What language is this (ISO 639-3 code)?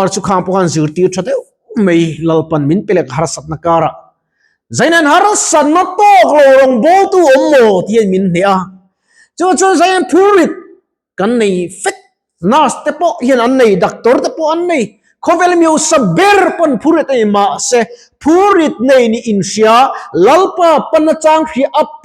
lus